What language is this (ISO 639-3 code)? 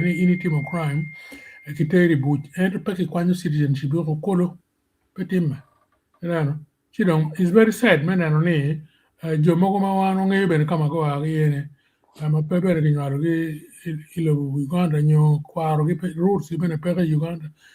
ach